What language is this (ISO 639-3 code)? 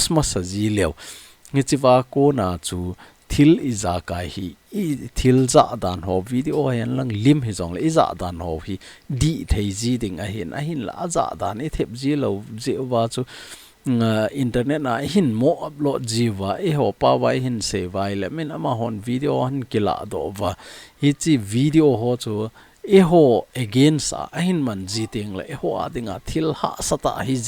tcz